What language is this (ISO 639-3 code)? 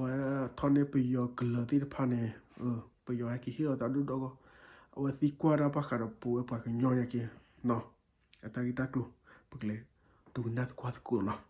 ksw